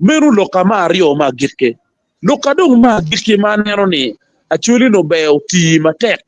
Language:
Acoli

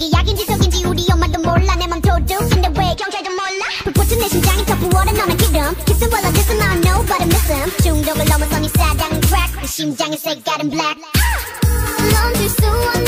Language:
Korean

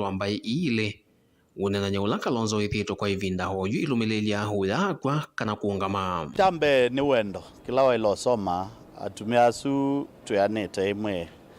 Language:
Kamba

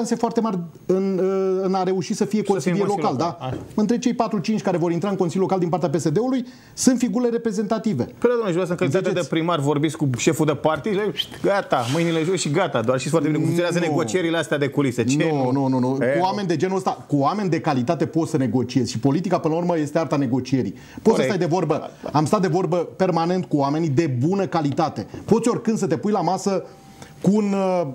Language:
Romanian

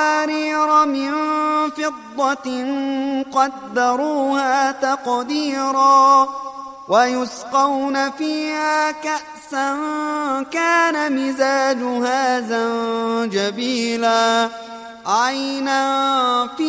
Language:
Arabic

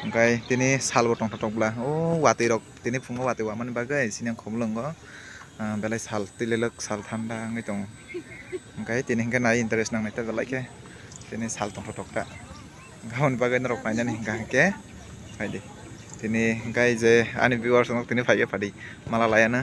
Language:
Kok Borok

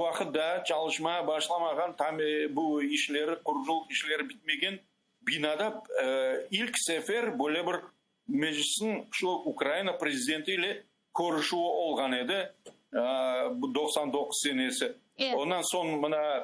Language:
Crimean Tatar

